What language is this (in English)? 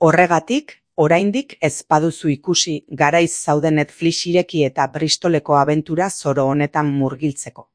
Basque